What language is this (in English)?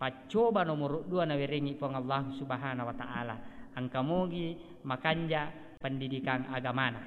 Buginese